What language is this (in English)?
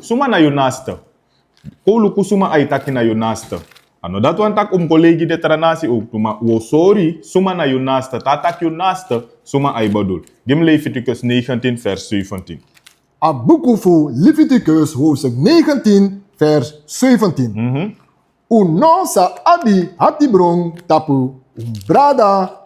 Sranan Tongo